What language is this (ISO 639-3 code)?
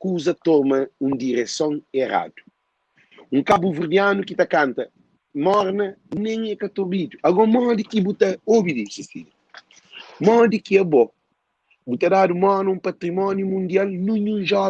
kea